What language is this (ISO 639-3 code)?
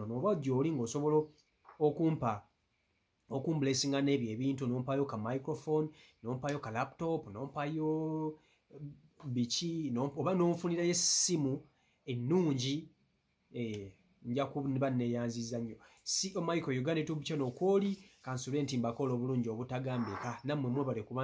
lug